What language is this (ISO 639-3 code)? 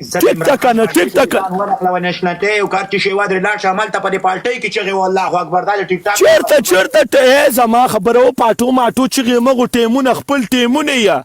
pus